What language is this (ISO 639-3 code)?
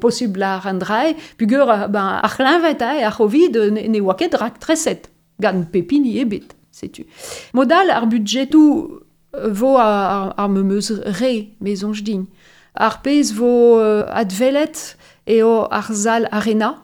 bre